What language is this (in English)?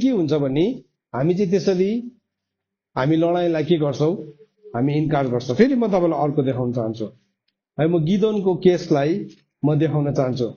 Nepali